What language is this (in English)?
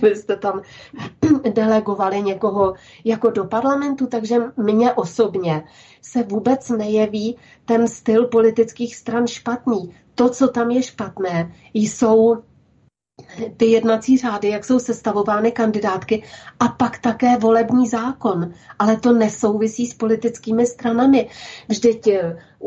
Czech